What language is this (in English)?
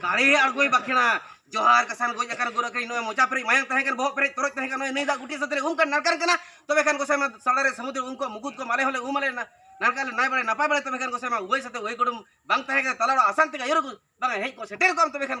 Santali